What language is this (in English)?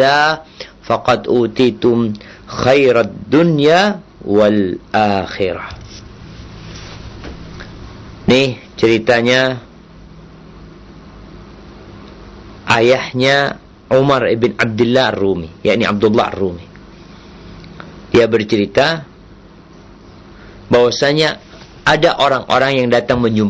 Indonesian